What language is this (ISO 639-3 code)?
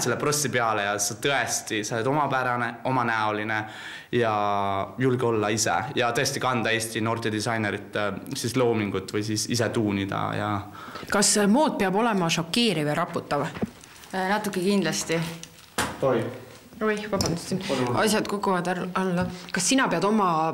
est